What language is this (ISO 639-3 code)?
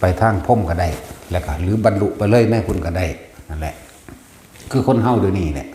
tts